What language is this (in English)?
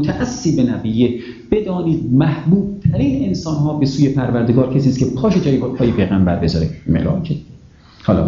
Persian